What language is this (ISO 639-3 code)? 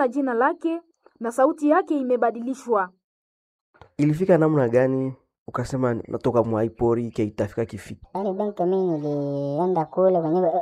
swa